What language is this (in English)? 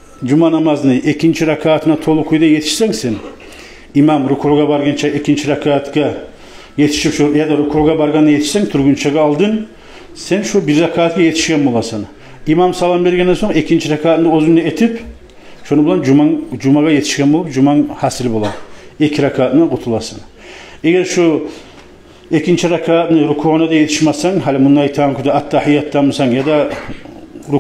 Kumyk